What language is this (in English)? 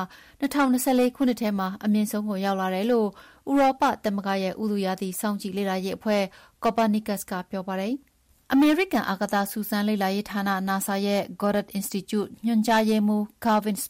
Burmese